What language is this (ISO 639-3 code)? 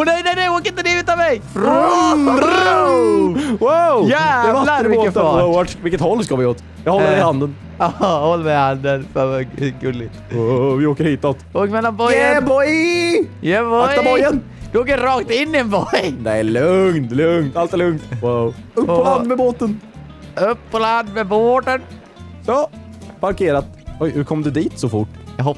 swe